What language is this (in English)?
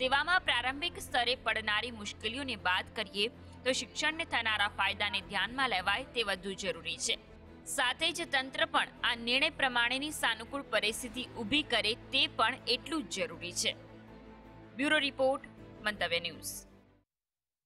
Gujarati